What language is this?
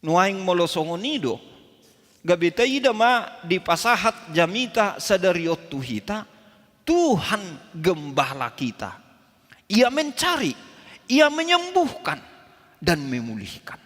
Batak Toba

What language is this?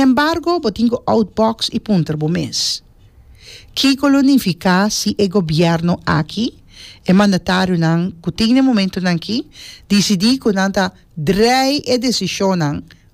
Papiamento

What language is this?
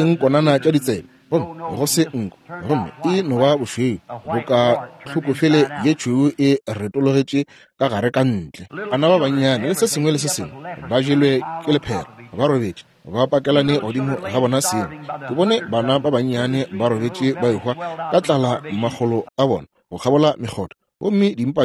Northern Sotho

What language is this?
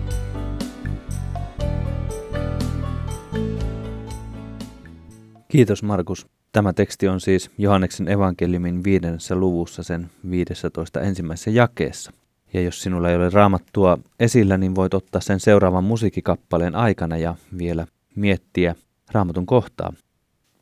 Finnish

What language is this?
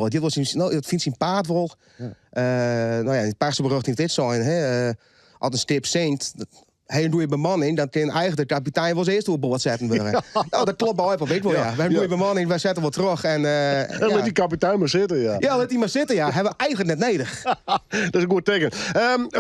Western Frisian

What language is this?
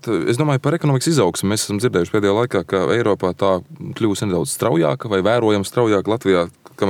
Latvian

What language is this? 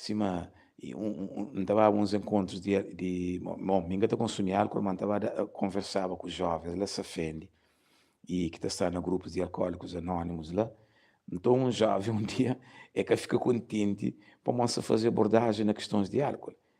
Kabuverdianu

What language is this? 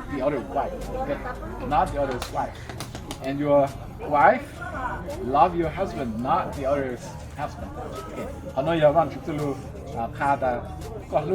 Hmong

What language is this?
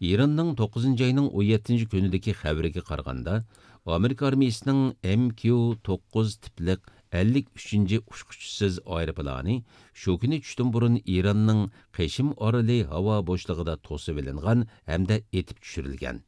Uyghur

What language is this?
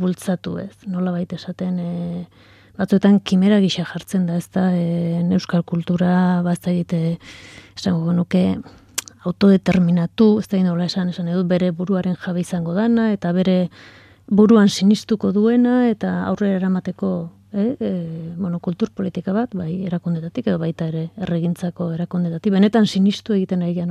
Basque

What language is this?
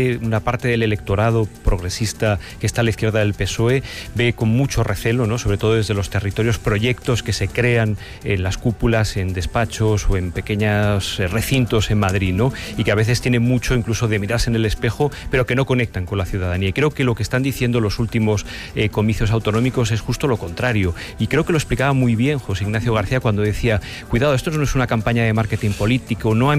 Spanish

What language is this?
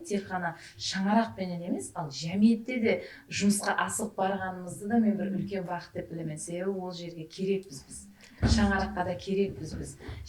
Kara-Kalpak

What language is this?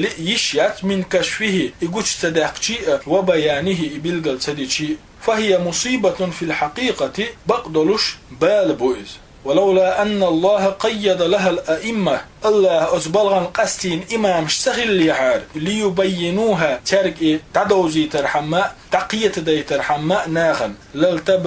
Chechen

